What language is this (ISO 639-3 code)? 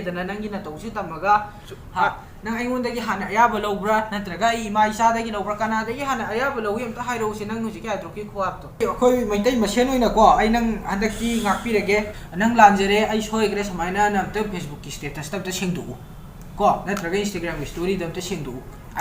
mni